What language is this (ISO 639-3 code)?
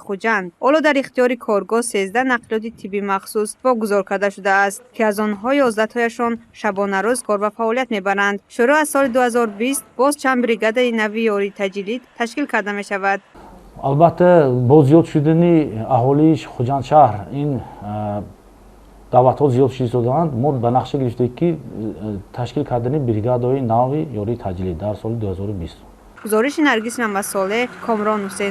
tgk